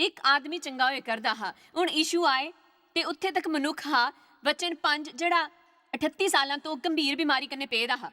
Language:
Dogri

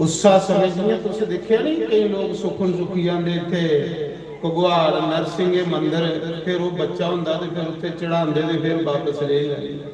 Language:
Dogri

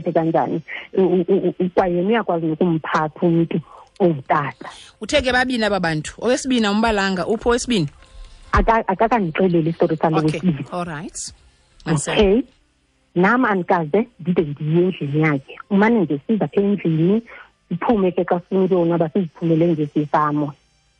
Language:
Xhosa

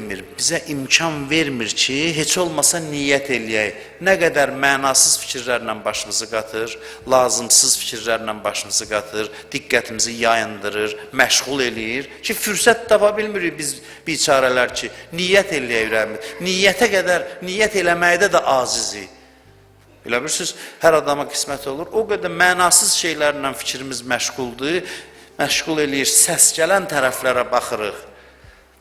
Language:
Azerbaijani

